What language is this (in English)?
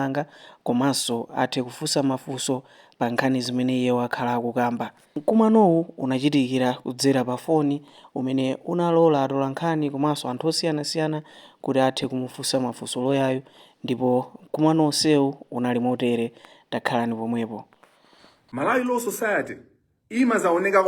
Nyanja